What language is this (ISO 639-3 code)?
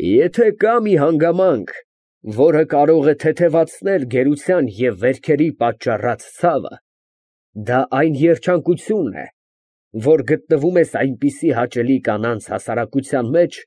hye